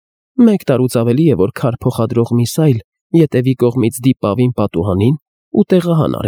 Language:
Armenian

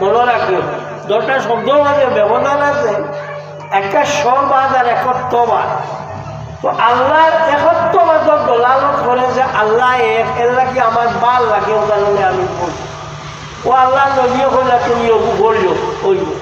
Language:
Sylheti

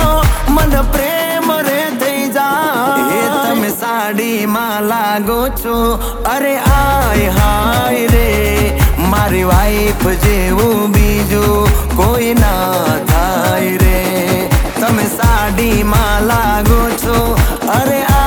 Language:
Gujarati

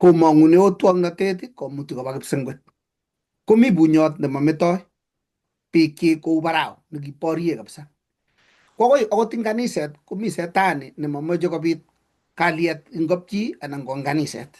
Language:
Kalenjin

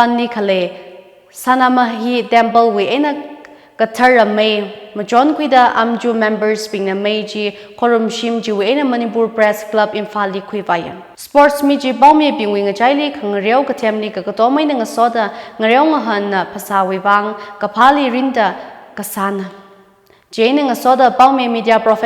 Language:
Tangkhul Naga (India)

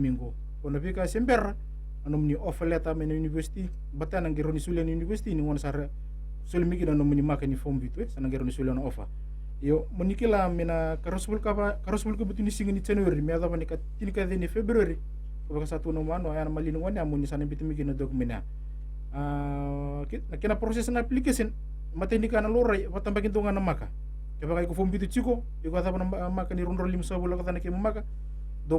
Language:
Fijian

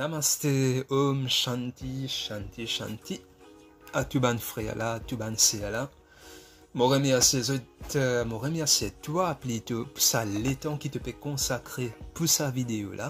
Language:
Morisyen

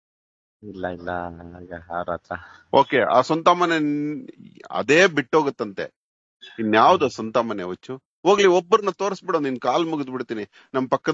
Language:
Kannada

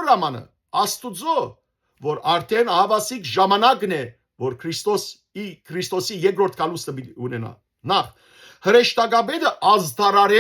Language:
Western Armenian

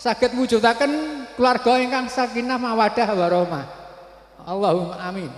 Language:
Javanese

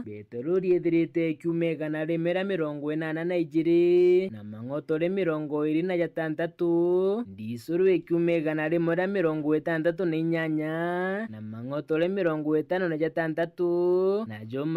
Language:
Meru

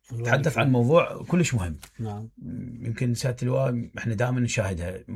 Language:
Mesopotamian Arabic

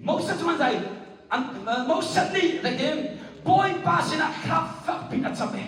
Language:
Hakha Chin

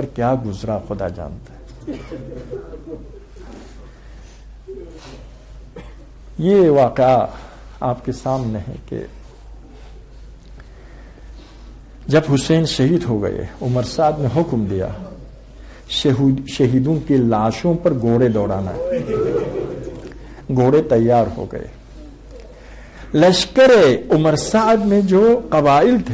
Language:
Urdu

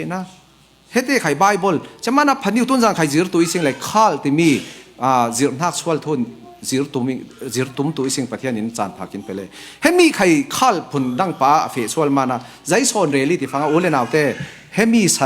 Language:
Falam Chin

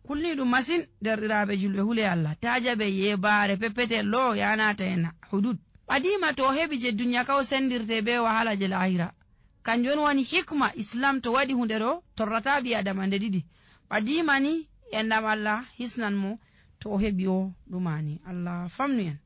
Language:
Nigerian Fulfulde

